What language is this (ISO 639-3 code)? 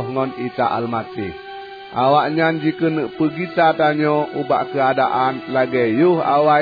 ace